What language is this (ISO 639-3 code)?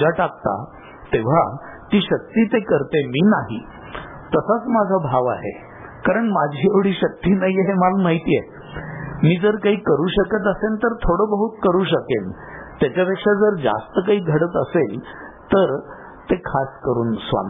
mar